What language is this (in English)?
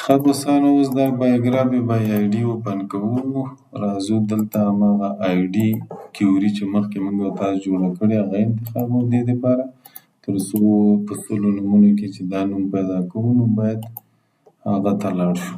Pashto